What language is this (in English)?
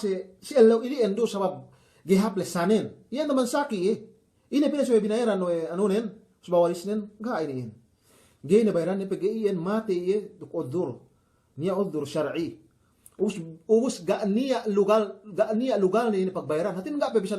Yakan